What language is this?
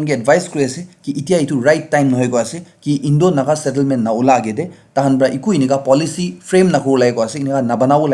Naga Pidgin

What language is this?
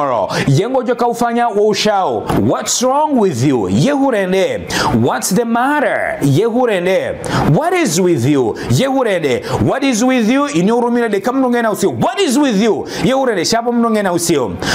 Ngazidja Comorian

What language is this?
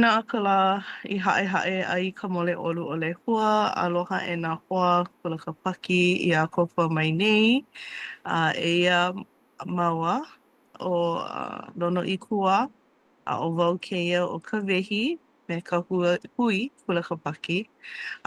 Hawaiian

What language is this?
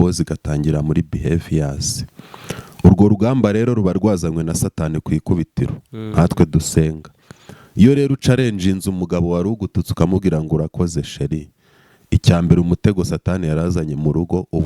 Kinyarwanda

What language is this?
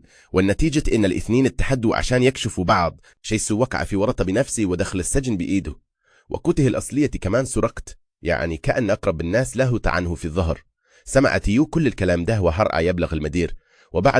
Egyptian Arabic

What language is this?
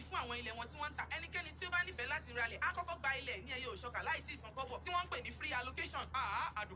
Yoruba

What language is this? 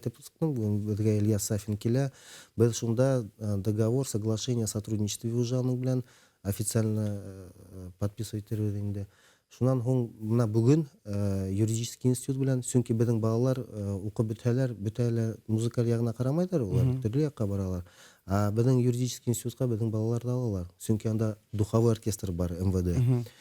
Bashkir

